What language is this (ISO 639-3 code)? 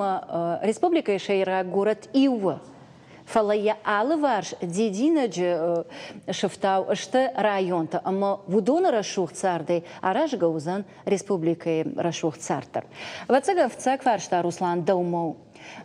oss